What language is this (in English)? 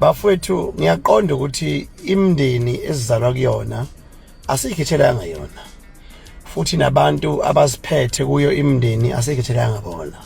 Zulu